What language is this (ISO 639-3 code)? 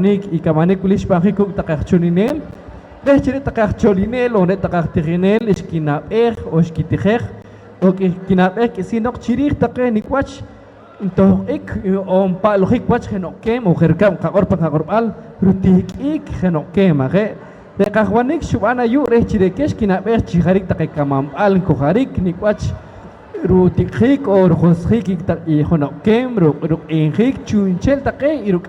poh